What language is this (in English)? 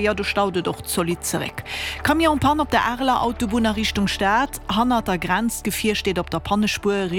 Luxembourgish